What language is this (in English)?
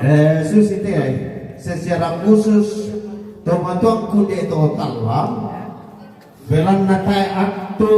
Toraja-Sa'dan